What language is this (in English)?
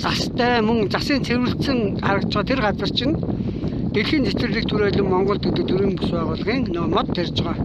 Mongolian